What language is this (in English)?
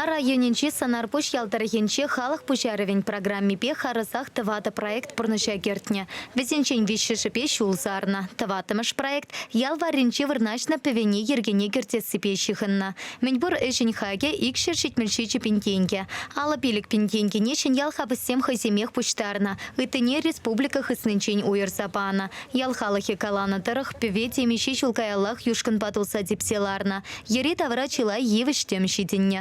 Chuvash